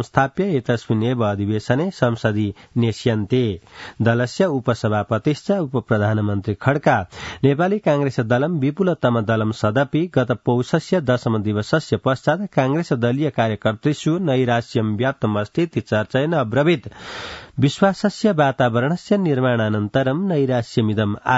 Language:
Sanskrit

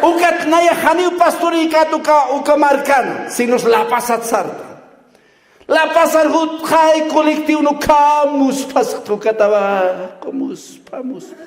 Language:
Aymara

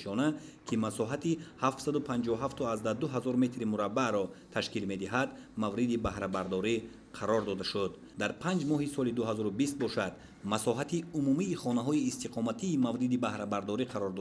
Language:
Tajik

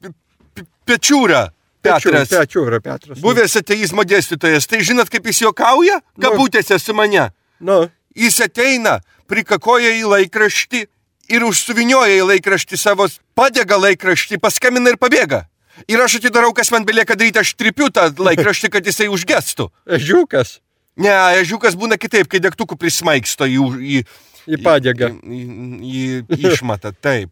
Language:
Lithuanian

